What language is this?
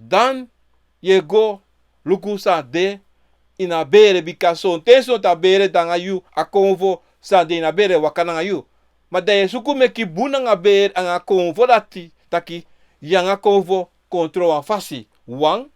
Sranan Tongo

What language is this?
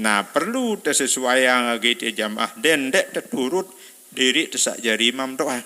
Sasak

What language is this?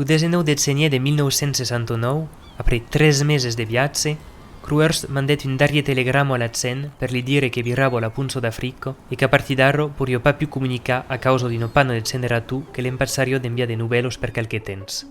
Occitan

